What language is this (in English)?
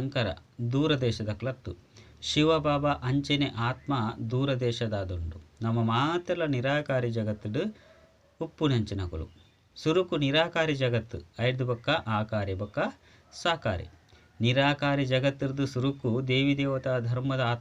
Tulu